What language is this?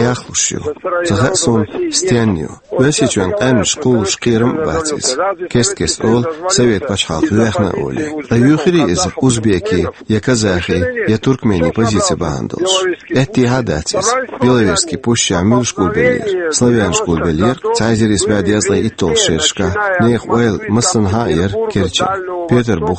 Chechen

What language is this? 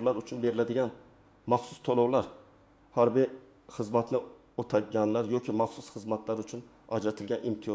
Uzbek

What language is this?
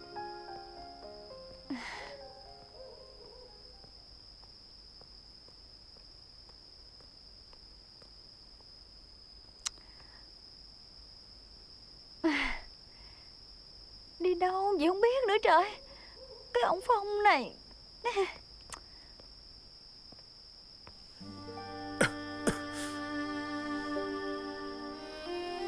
Vietnamese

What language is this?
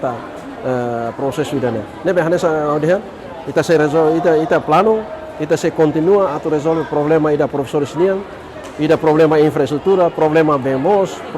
Tetum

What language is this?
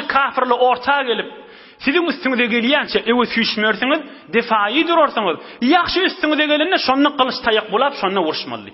Turkmen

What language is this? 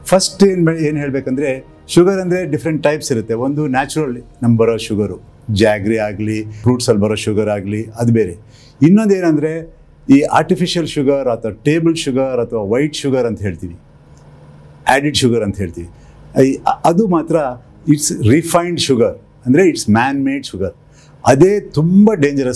Kannada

